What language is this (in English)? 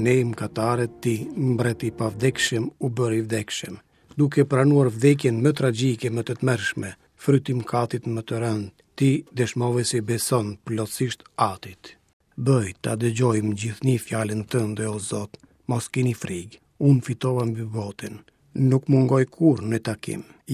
Albanian